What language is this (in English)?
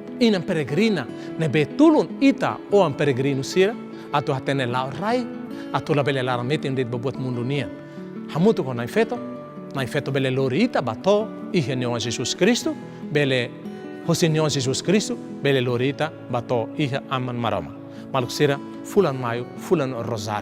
Tetum